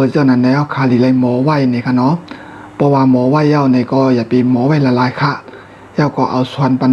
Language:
Shan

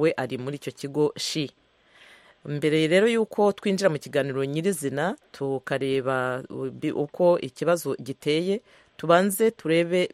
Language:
Kinyarwanda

